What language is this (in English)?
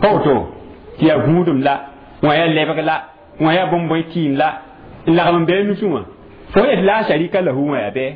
Mossi